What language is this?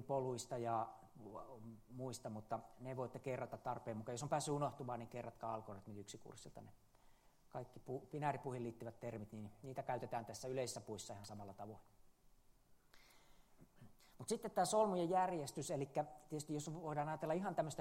Finnish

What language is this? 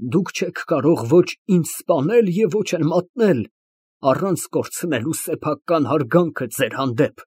Armenian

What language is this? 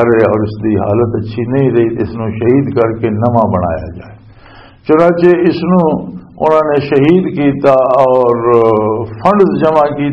Western Panjabi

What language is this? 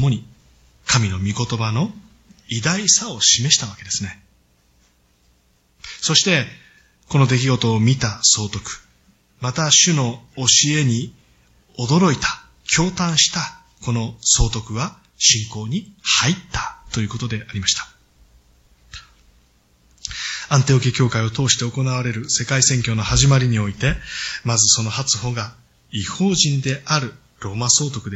Japanese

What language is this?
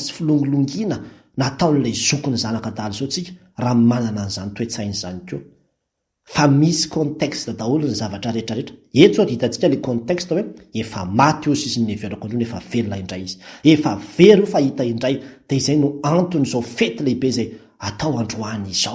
Malagasy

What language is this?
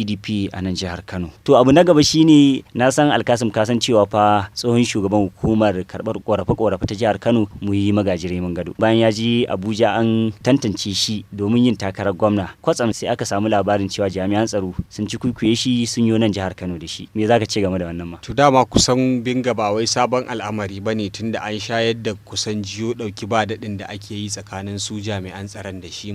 Hausa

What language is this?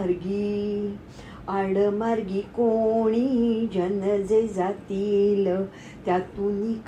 Marathi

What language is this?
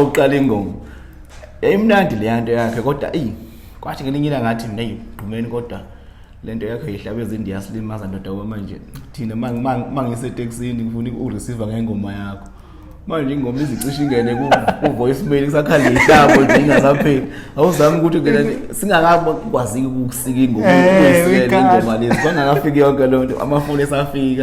Zulu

